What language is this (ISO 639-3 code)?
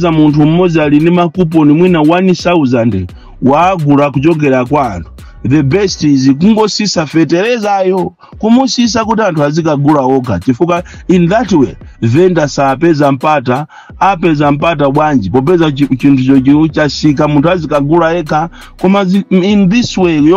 nya